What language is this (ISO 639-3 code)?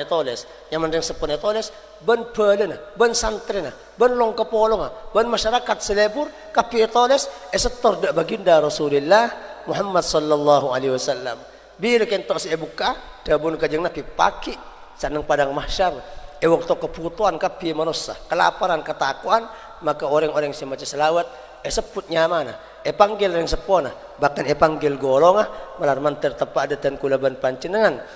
mad